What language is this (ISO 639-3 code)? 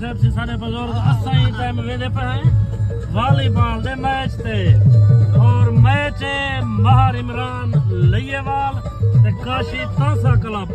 skr